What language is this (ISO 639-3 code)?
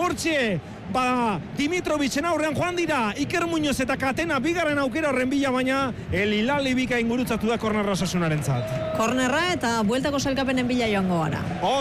eus